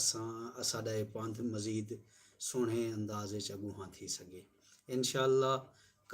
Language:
Saraiki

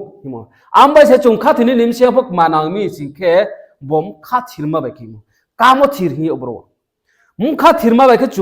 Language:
Riang (India)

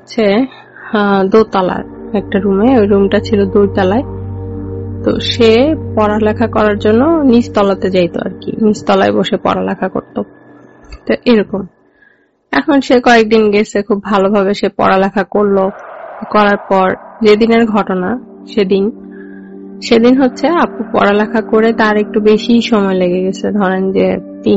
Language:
Bangla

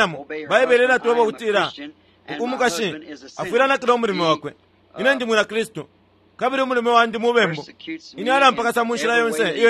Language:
Bemba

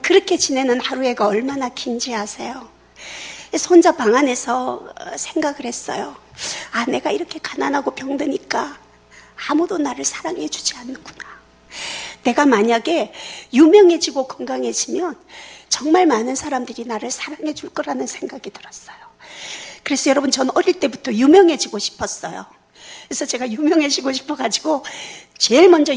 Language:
Korean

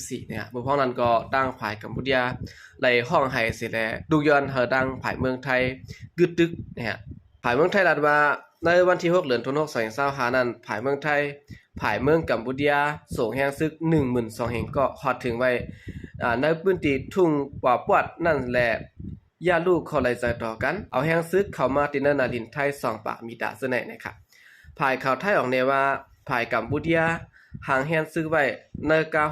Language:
Shan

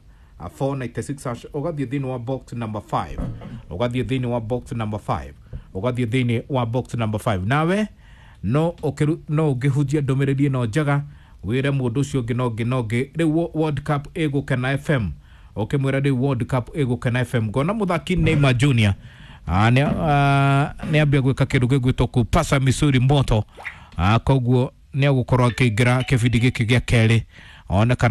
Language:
Kikuyu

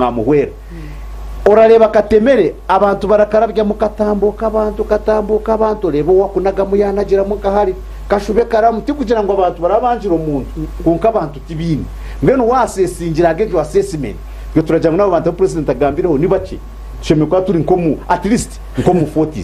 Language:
Nyankole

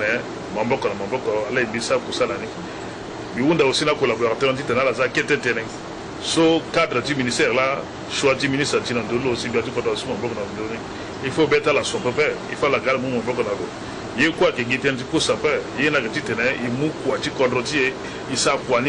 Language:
Sango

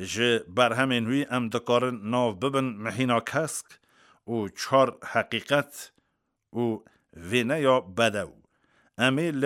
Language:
Kurdish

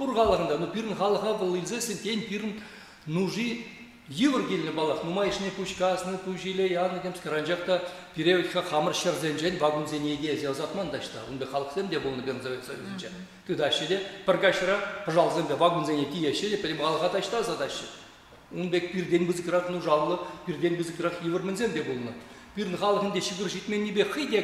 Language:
Chuvash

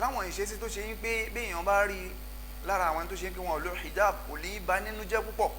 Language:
Yoruba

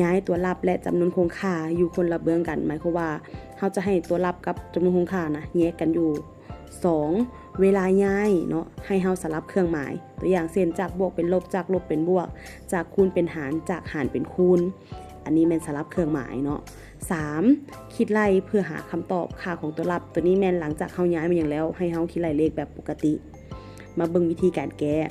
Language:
Lao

